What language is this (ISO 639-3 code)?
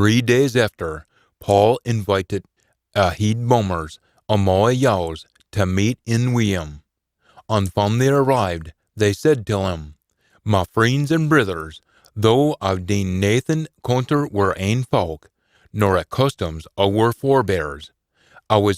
sco